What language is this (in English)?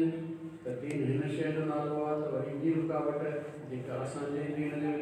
Sindhi